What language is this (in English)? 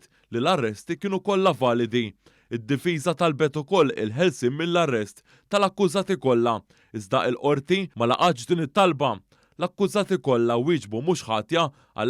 Maltese